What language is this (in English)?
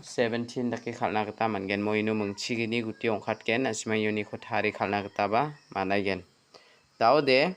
Garo